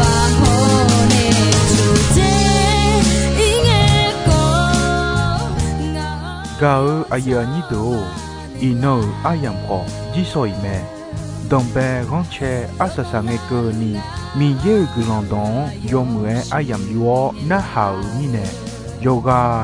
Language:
Akha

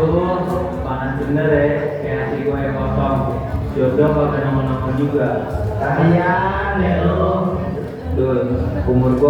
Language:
Betawi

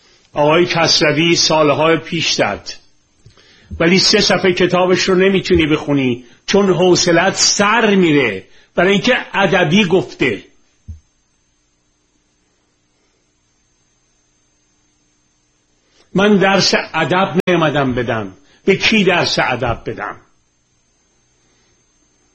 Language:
Persian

